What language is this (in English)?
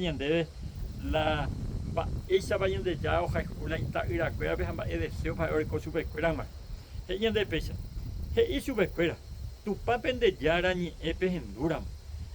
Guarani